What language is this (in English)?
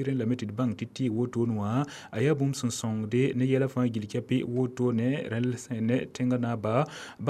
Mossi